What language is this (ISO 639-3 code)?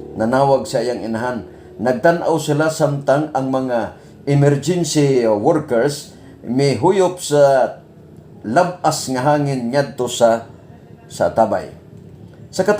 ceb